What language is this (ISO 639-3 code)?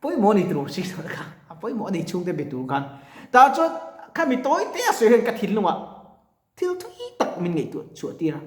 lus